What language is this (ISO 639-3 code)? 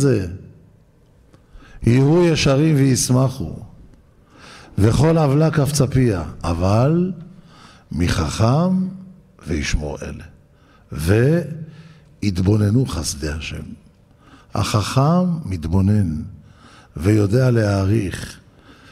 heb